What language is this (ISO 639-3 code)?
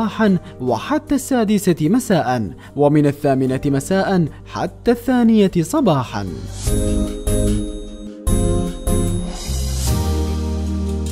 ara